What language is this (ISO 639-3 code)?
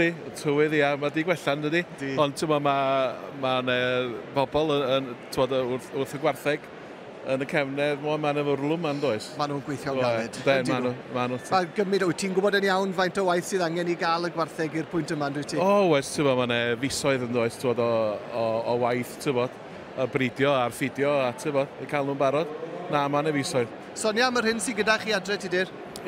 cym